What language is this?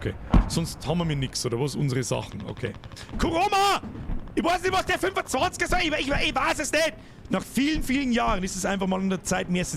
Bavarian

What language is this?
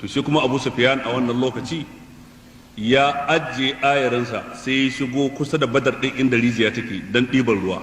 Hausa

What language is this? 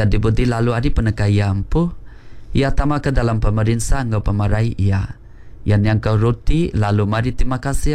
Iban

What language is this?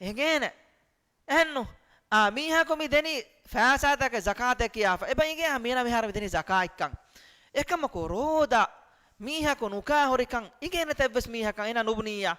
Divehi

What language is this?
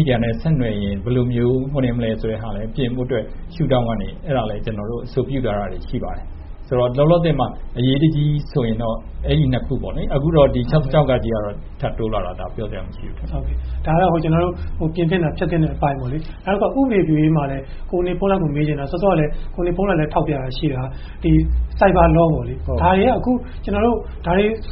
Burmese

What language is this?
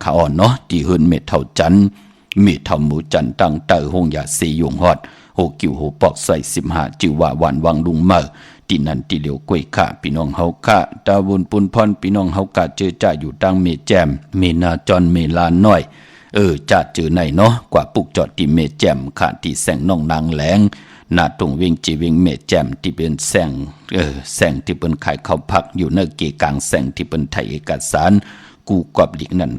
Shan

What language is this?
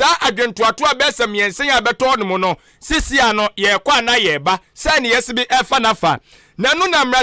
Akan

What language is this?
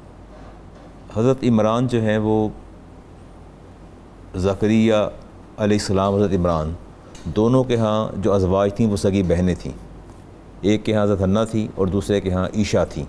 Urdu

